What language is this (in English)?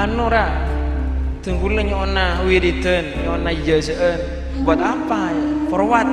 Madurese